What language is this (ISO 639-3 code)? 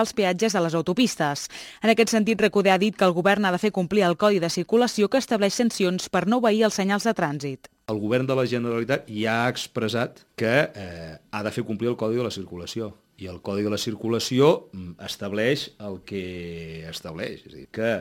cat